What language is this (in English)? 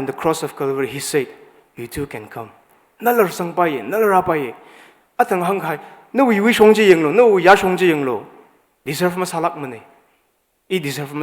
Tangkhul Naga (India)